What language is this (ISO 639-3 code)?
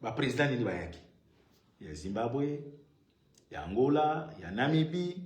lin